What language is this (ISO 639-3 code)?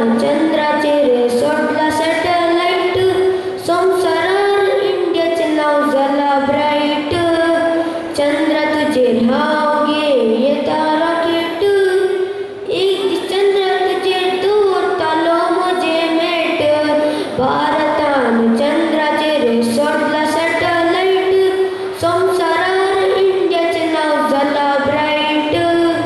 kok